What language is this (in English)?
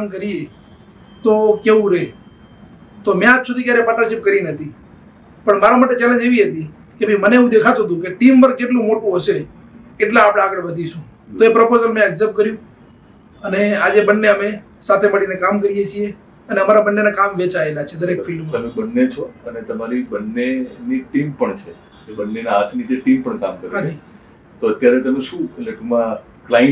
Gujarati